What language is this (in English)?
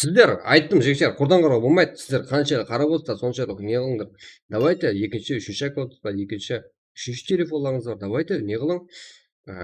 Kara-Kalpak